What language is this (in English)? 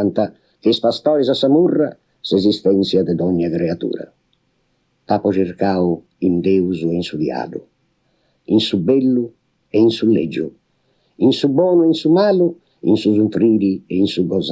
Sardinian